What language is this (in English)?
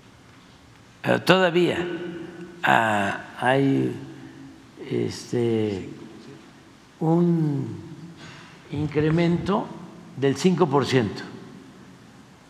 Spanish